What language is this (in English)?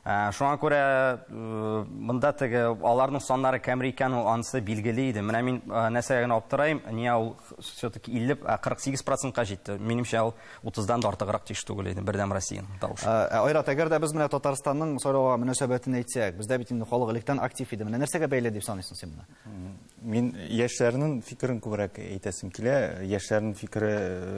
Tatar